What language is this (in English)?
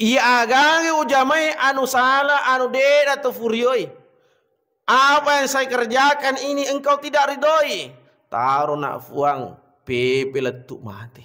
Buginese